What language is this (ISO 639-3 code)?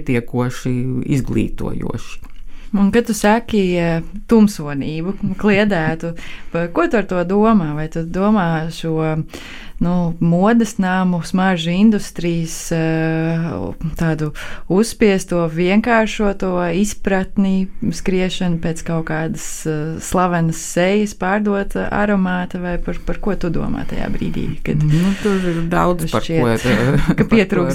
lav